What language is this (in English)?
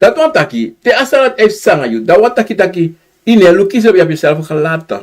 Sranan Tongo